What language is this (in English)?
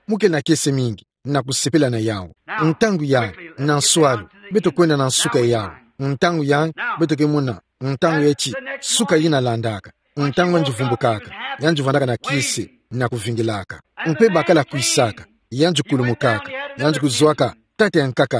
Kituba (Democratic Republic of Congo)